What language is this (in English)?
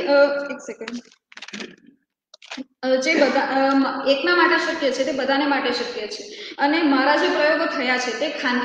Gujarati